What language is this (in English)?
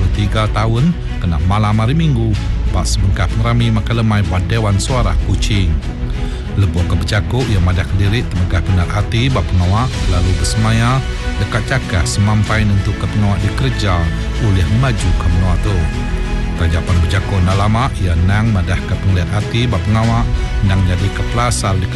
Iban